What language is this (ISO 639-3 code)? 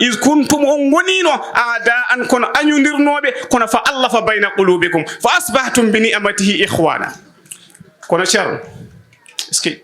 ful